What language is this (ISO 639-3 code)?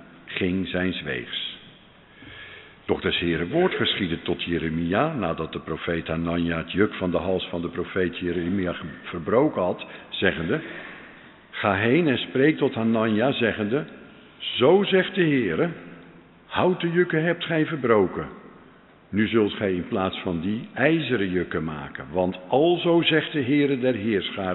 nld